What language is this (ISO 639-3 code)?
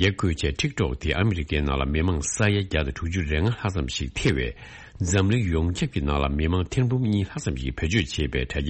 bod